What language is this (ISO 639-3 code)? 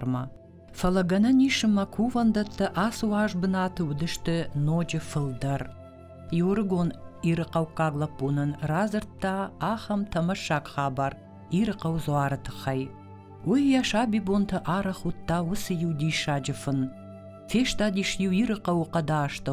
oss